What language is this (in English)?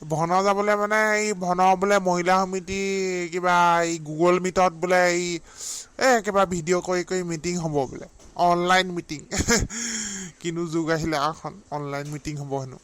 Assamese